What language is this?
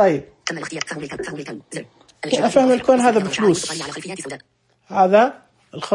Najdi Arabic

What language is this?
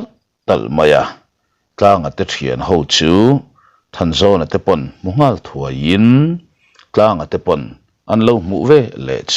Mizo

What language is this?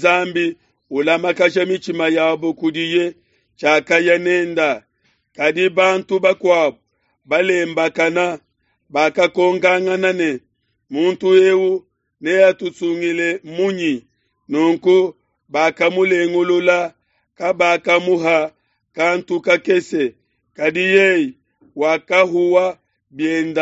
Luba-Lulua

